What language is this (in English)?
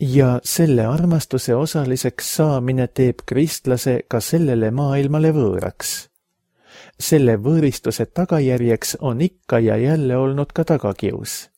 Estonian